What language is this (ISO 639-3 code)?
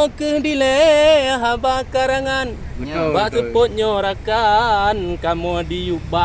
ace